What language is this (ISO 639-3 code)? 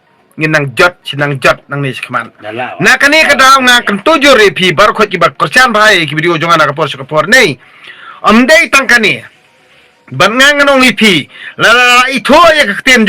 kha